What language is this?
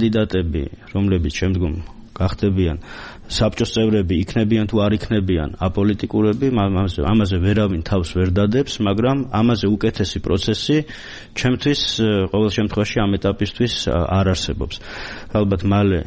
Georgian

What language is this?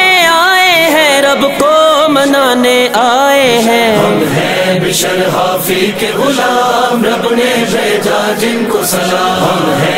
Urdu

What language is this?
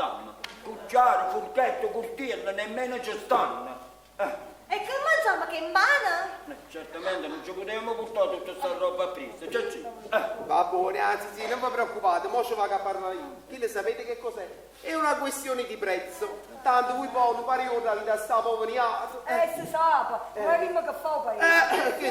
Neapolitan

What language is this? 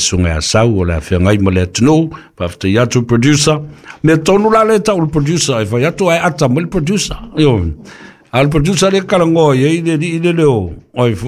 Samoan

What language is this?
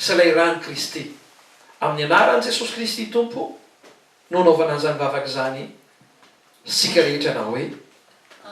Malagasy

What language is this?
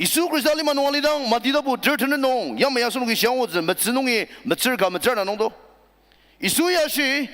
Ao Naga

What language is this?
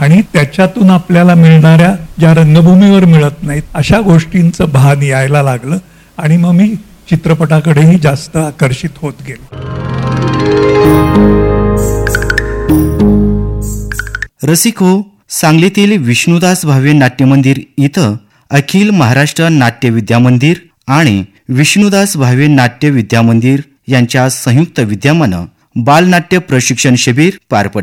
Marathi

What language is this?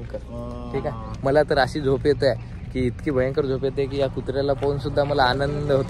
Marathi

